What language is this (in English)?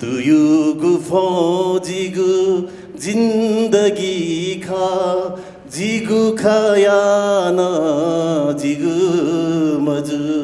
Newari